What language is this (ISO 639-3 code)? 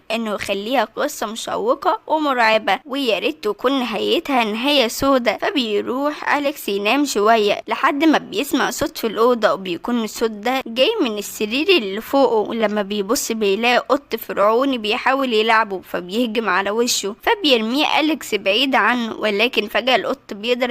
arz